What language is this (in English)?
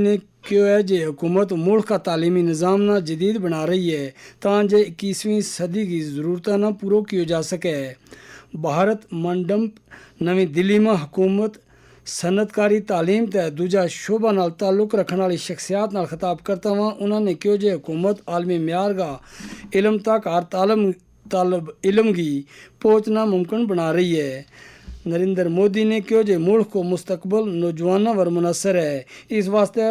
Gujari